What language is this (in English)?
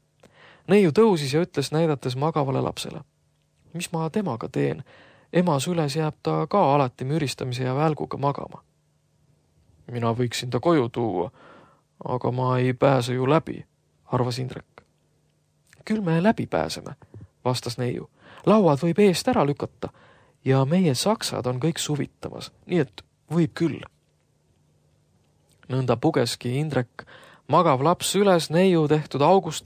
Estonian